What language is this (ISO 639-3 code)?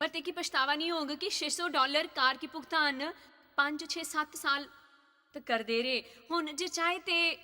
doi